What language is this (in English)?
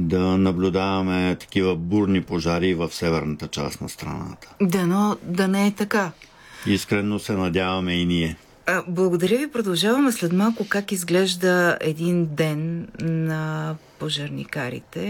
Bulgarian